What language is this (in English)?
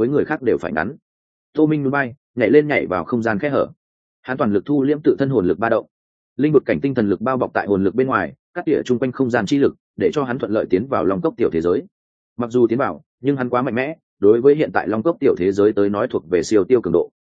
Vietnamese